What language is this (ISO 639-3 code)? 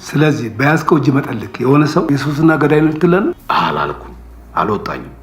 amh